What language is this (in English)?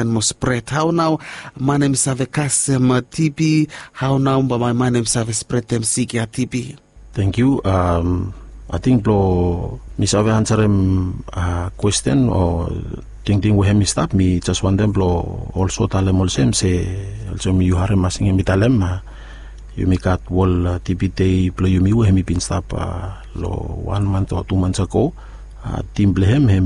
Bislama